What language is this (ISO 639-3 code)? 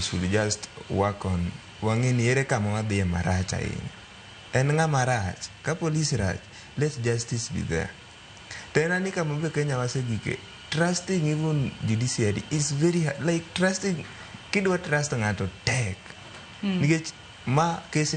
luo